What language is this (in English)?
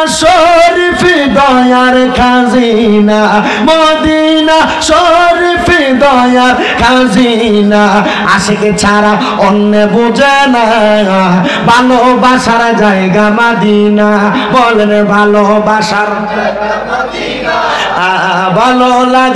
Bangla